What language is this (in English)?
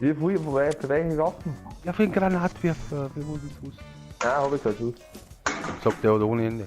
Bavarian